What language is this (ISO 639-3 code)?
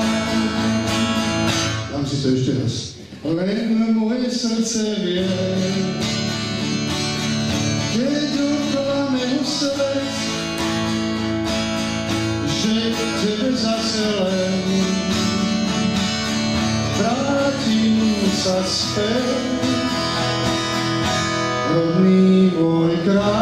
slk